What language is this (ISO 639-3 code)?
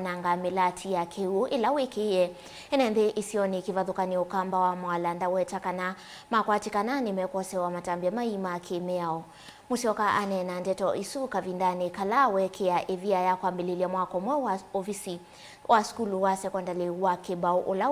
kam